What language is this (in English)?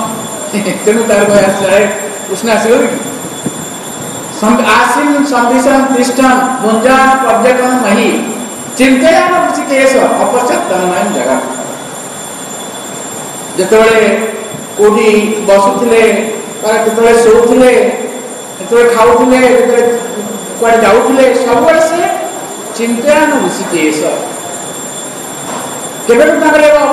Odia